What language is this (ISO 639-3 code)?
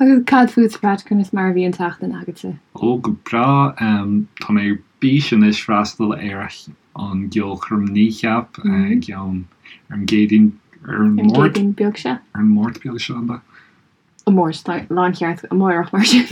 gle